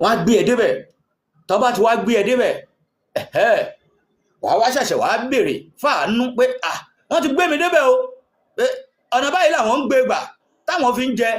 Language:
Yoruba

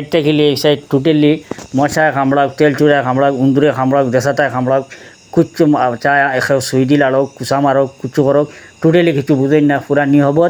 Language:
Sylheti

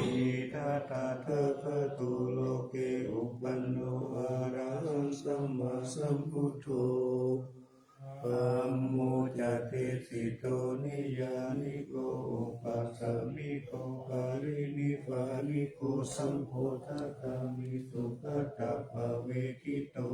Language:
Pali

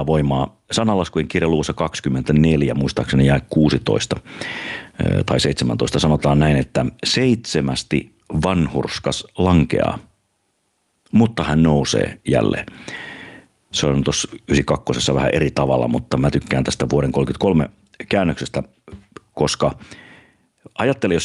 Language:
Finnish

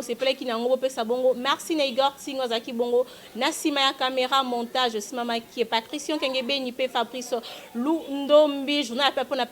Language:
Lingala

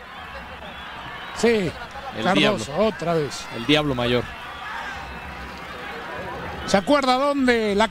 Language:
Spanish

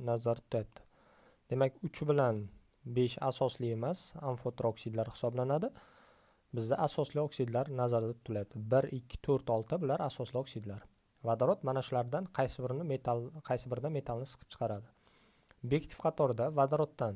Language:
Uzbek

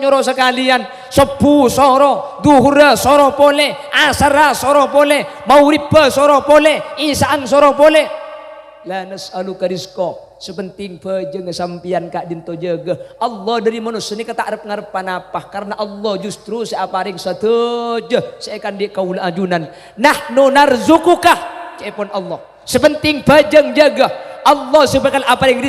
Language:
Madurese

